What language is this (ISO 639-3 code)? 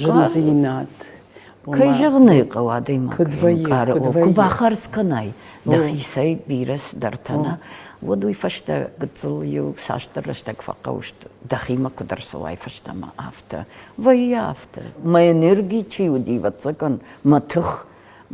oss